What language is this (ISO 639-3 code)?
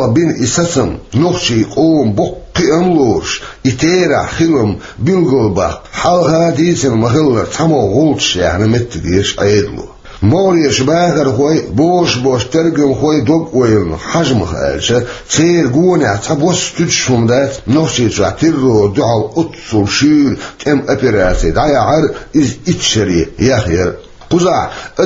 che